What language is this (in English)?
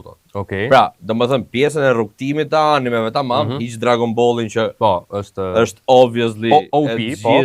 Albanian